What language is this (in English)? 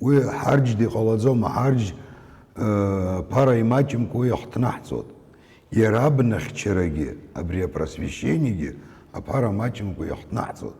Abkhazian